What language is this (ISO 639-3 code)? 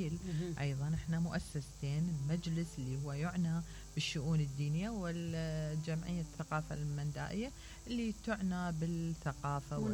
acm